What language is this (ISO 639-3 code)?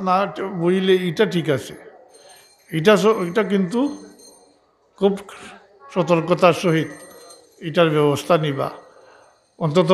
syl